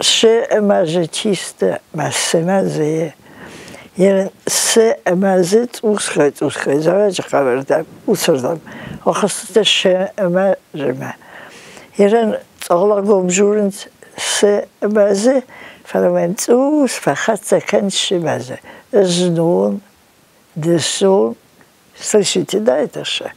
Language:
Ossetic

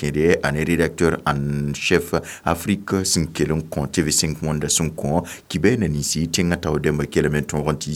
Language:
Mossi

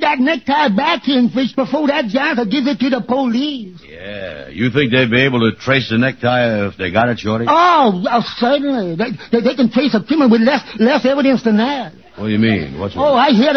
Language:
English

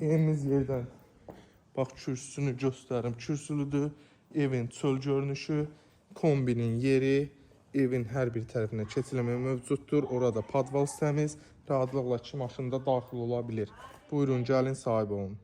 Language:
Azerbaijani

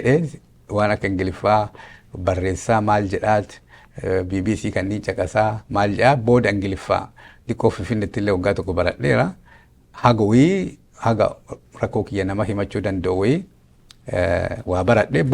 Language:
Oromo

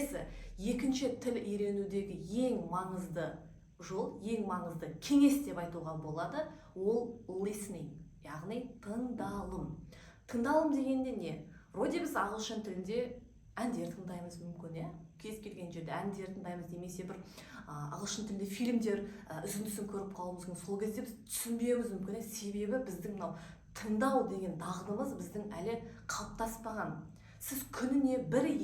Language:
Kazakh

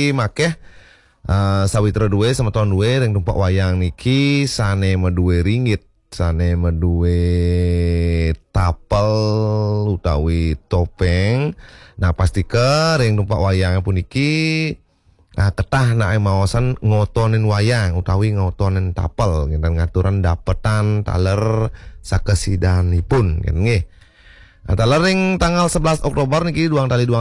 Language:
Balinese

